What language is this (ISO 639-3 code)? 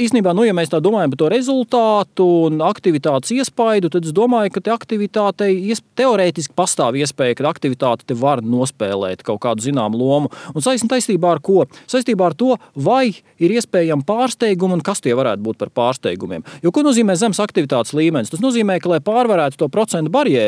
lav